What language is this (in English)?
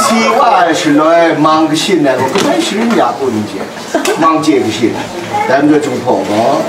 Kachin